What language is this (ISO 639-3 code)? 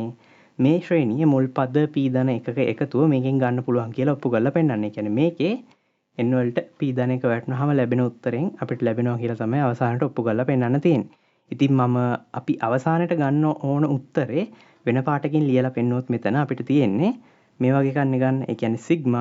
sin